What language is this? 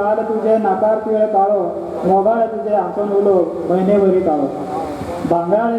Konkani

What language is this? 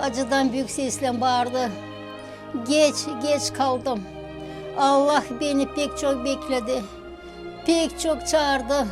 Gagauz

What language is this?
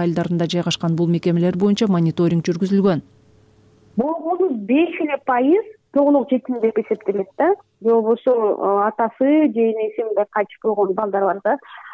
Kyrgyz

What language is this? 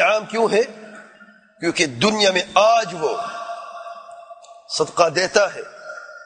Urdu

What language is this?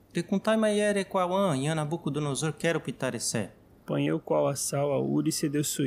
Nheengatu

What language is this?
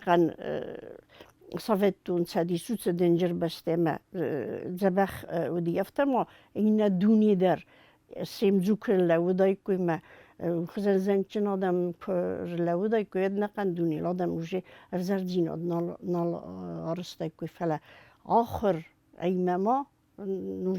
Ossetic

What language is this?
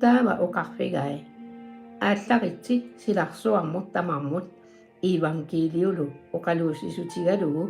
Kalaallisut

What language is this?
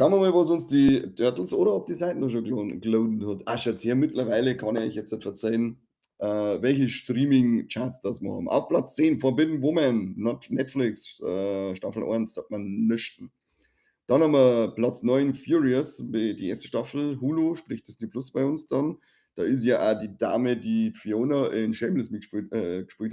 Bavarian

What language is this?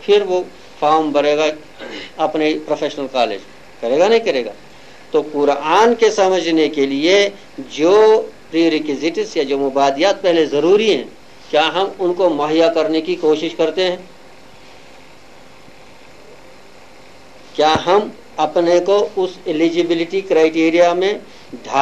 Urdu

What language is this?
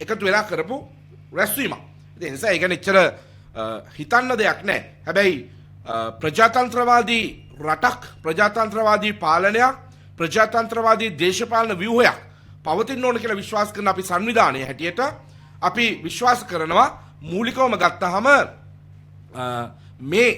Sinhala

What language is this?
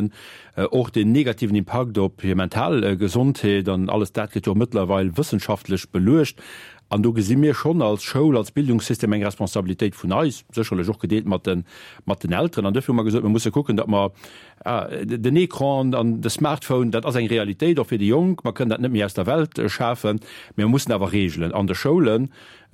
Luxembourgish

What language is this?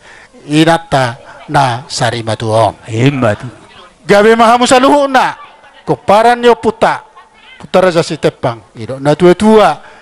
Batak Toba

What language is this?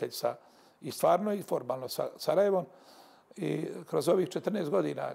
Bosnian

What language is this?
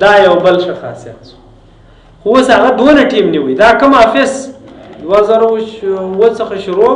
Pashto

